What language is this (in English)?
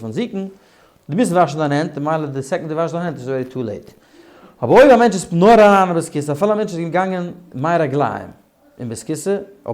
Yiddish